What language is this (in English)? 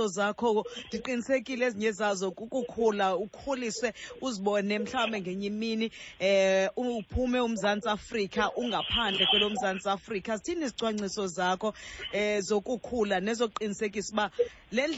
Xhosa